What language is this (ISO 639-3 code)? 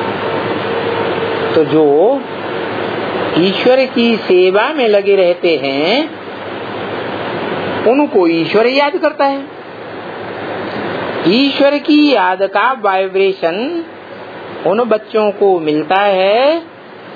hin